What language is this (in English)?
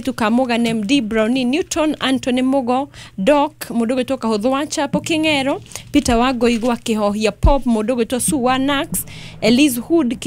Kikuyu